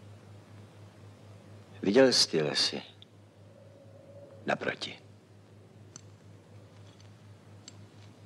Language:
Czech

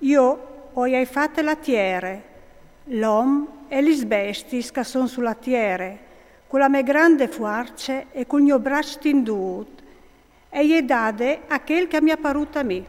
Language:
Friulian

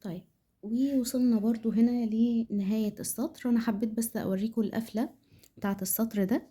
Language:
Egyptian Arabic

